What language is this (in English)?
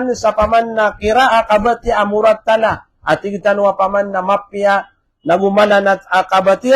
Maranao